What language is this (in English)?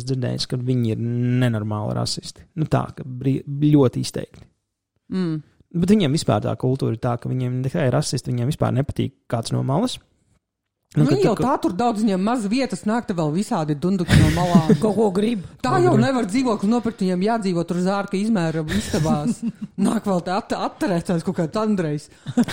Latvian